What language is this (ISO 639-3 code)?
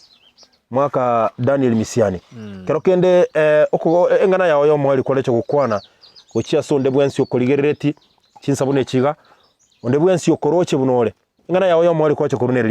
guz